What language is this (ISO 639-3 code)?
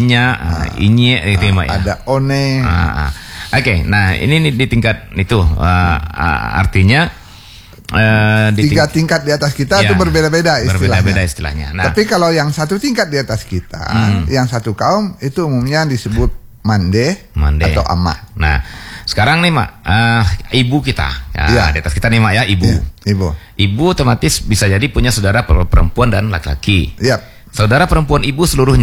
ind